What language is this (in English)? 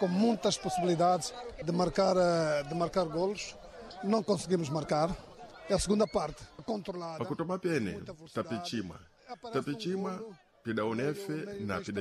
Sena